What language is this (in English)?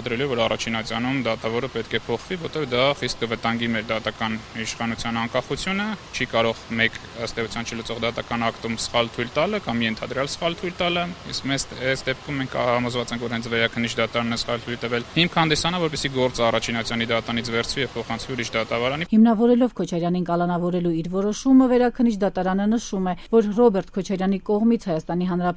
Armenian